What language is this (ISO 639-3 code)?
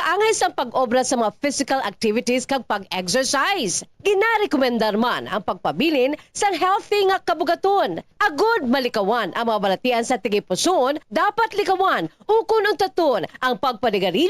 hil